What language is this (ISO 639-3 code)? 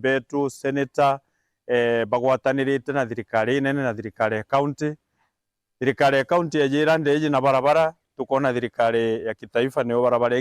mer